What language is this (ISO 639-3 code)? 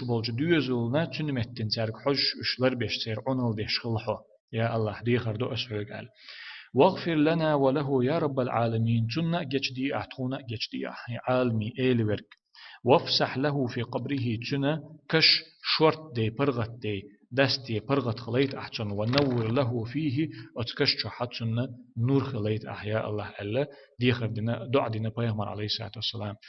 che